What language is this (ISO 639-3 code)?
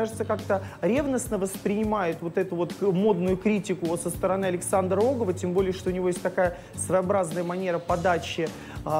rus